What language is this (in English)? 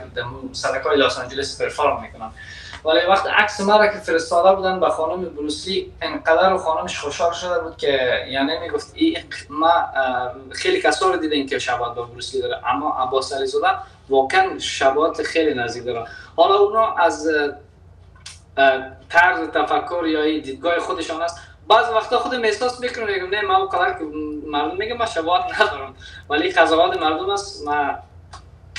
Persian